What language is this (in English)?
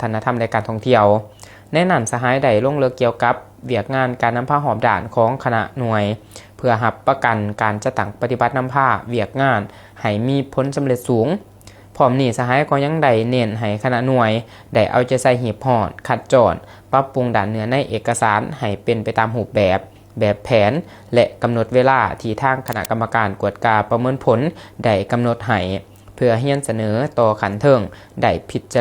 Lao